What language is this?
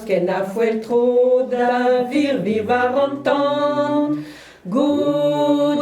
Breton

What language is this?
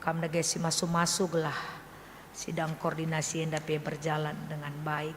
Batak Karo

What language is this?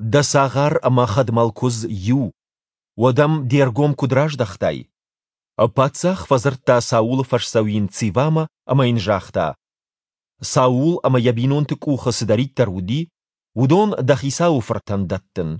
Ossetic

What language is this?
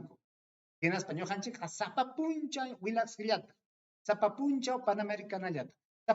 Ayacucho Quechua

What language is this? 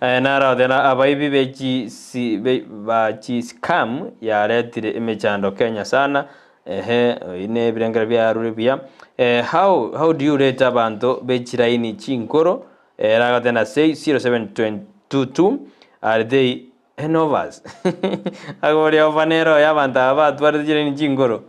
Gusii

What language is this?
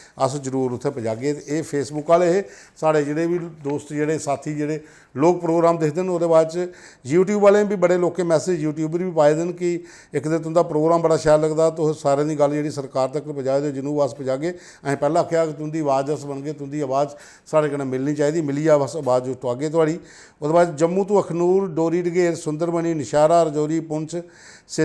Dogri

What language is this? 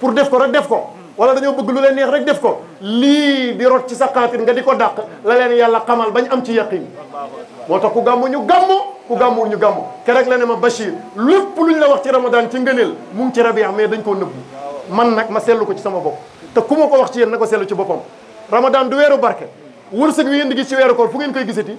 Wolof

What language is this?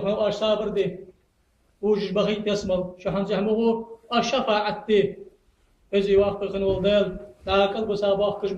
Ingush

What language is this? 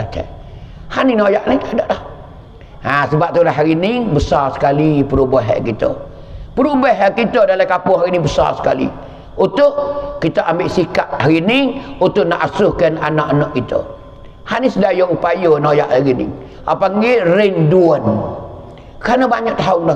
Pattani Malay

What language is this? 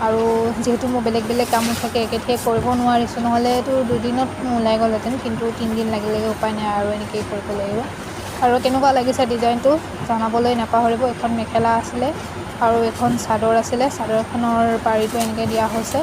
Assamese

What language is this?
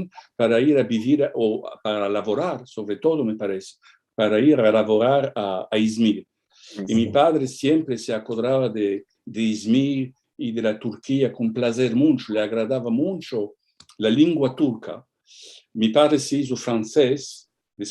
Ladino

